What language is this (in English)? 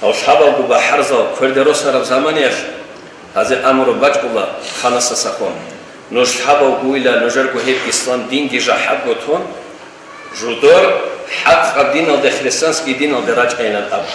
Avaric